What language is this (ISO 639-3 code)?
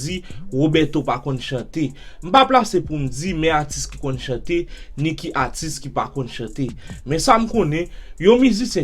hat